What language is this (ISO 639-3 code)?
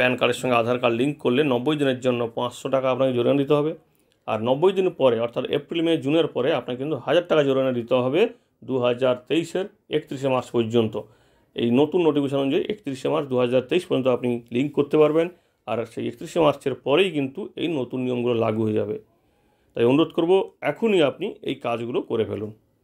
ben